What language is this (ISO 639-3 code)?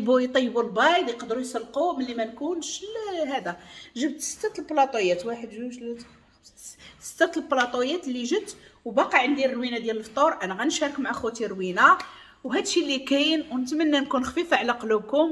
ary